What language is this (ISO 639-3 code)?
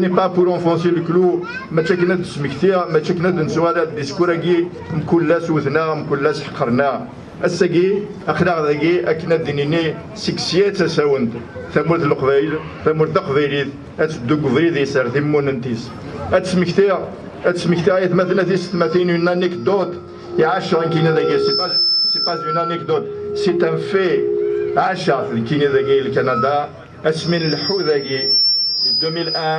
kab